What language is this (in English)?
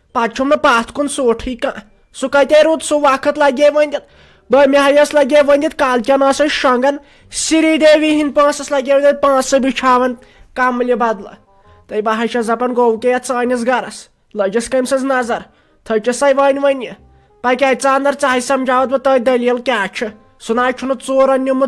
Kashmiri